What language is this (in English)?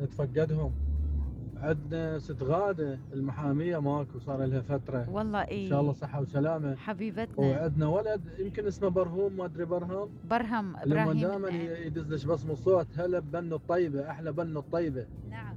Mesopotamian Arabic